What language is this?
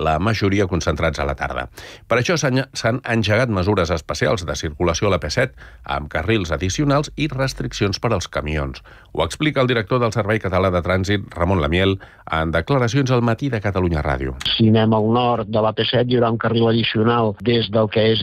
Catalan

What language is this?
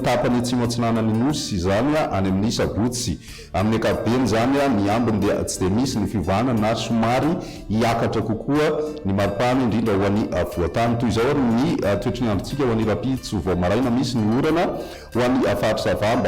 Malagasy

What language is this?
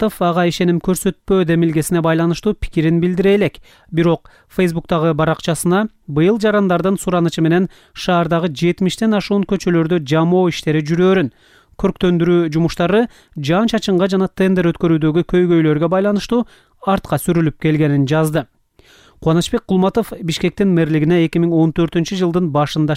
Kyrgyz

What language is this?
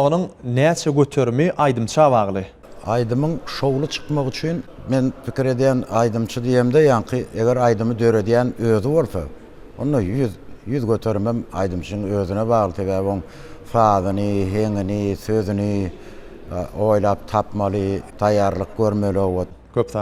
Turkmen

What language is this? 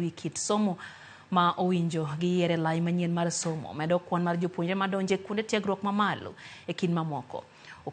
Luo (Kenya and Tanzania)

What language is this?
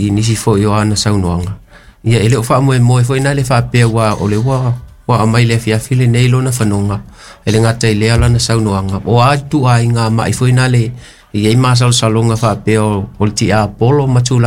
Samoan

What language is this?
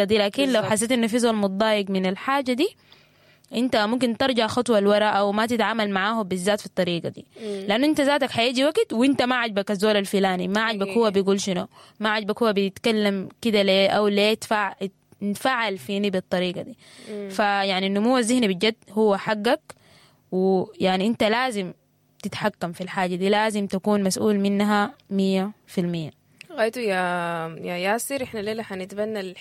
Sudanese Arabic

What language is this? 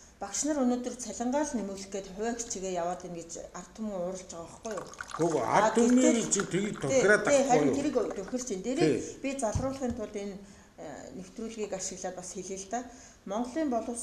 Mongolian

